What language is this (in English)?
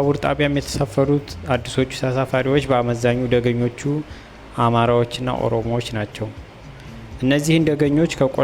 Amharic